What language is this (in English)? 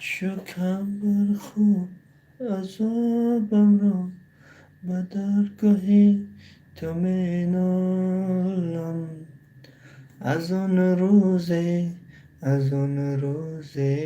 Tajik